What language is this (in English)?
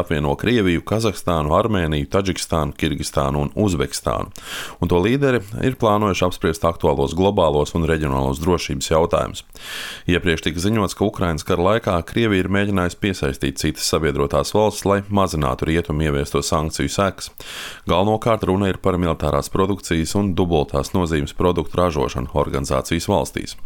Latvian